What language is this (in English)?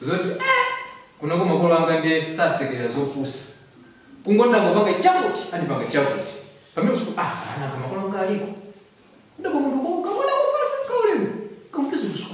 Nyanja